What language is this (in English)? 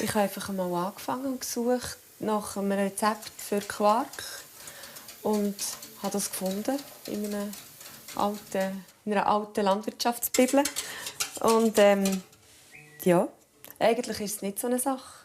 Swiss German